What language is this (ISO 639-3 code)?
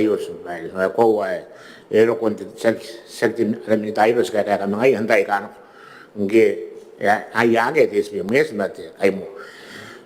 gil